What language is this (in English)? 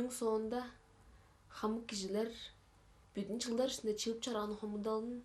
Tuvinian